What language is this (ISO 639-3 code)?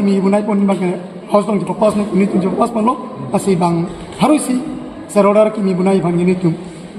mjw